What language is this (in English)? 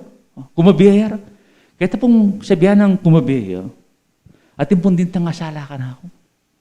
Pampanga